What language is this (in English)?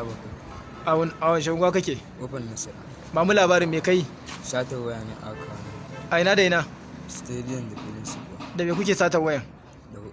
Hausa